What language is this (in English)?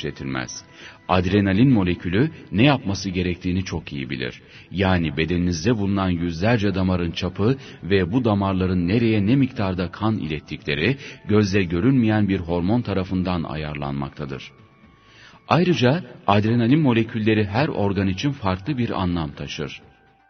Turkish